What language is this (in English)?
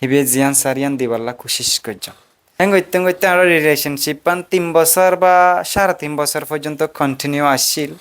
Rohingya